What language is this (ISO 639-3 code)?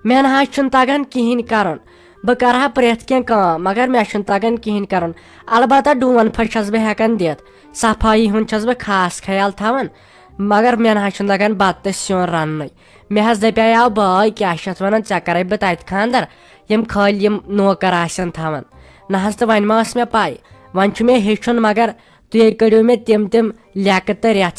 kas